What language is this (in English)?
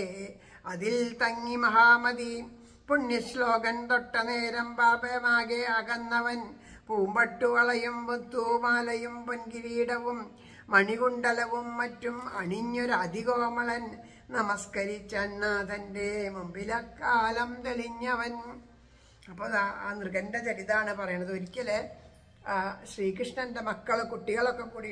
Malayalam